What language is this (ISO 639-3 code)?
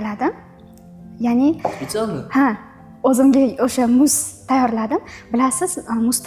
uzb